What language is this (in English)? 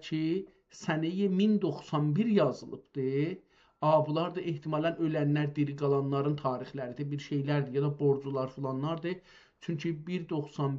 South Azerbaijani